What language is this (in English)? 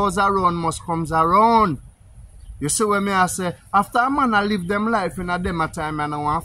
Jamaican Creole English